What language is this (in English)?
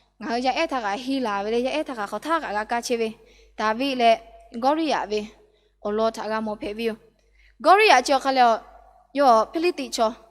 Lahu